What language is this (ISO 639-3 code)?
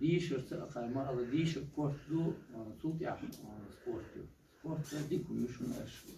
che